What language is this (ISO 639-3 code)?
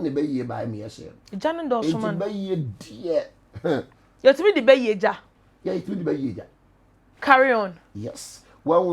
aka